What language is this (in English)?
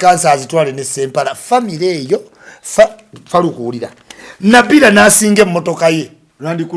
Ganda